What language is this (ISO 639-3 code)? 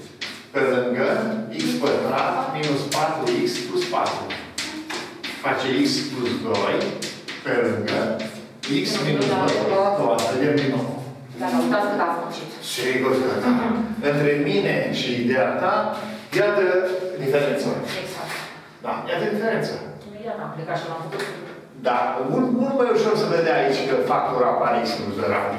ron